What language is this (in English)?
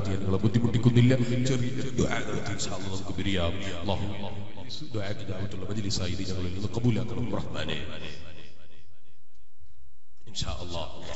Malayalam